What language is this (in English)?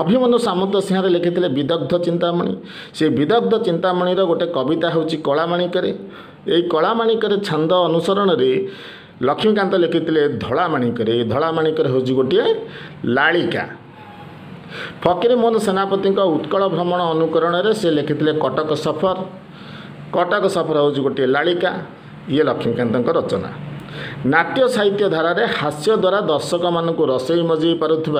Odia